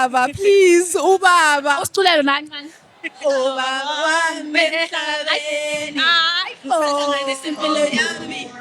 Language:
Zulu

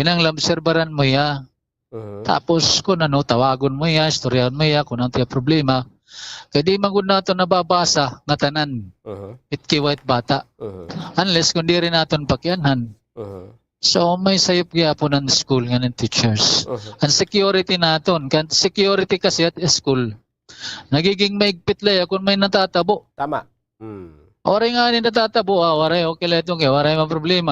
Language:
Waray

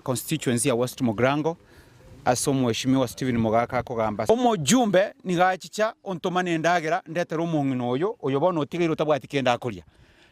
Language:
Gusii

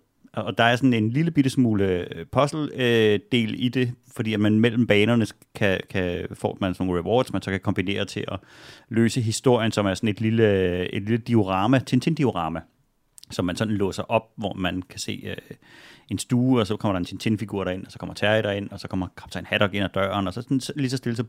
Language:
Danish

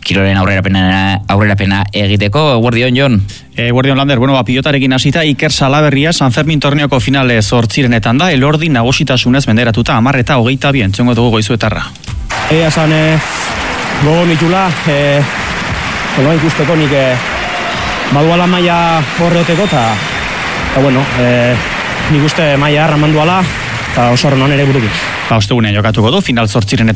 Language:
Basque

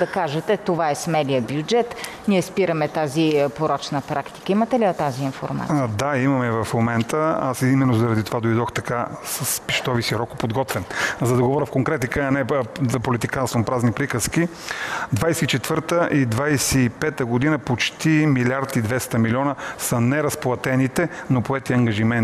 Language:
Bulgarian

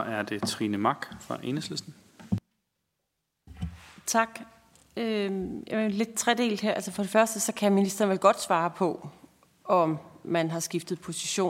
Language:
Danish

